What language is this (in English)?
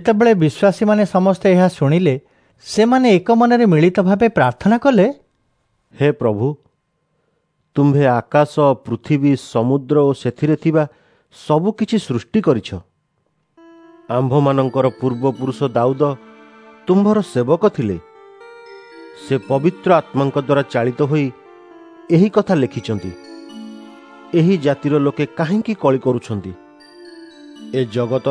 Odia